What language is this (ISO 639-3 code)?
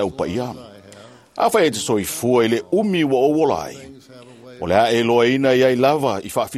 smo